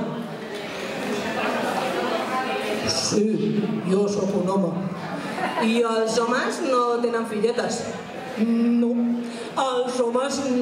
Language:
Catalan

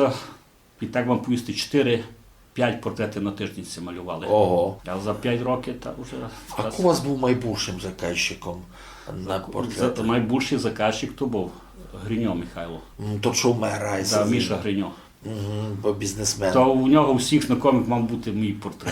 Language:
Rusyn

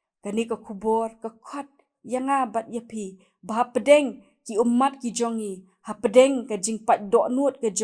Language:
Khasi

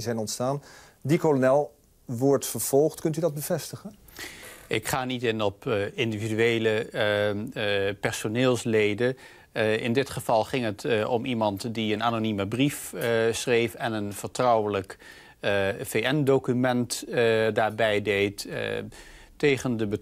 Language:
Dutch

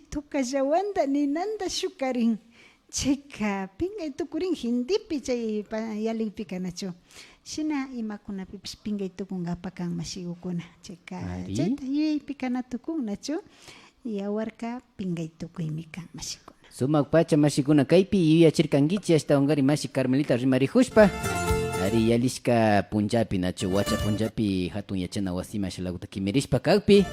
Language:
Imbabura Highland Quichua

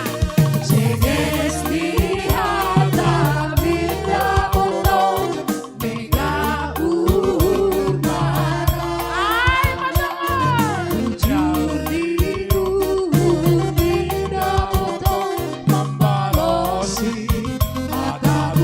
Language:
Batak Simalungun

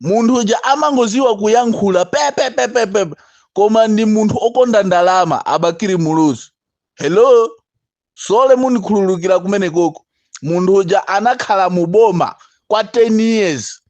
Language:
Nyanja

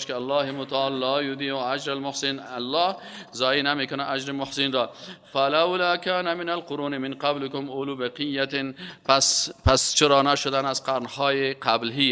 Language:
Persian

